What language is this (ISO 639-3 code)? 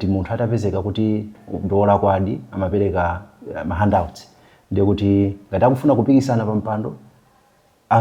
nya